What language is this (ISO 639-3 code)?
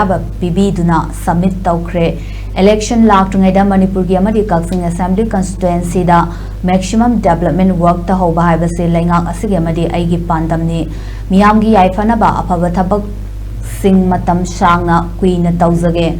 mni